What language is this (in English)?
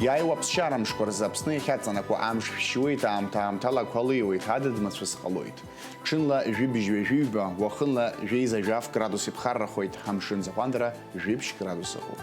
Abkhazian